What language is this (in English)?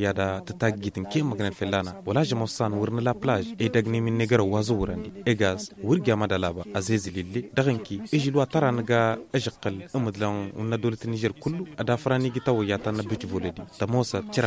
Tamasheq